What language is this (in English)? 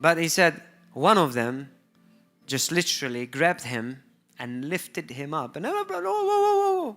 English